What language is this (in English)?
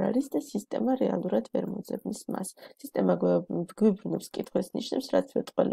Georgian